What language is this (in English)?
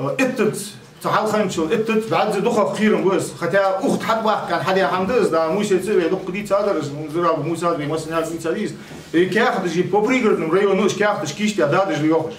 Ingush